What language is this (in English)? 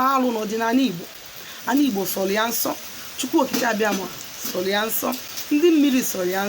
Igbo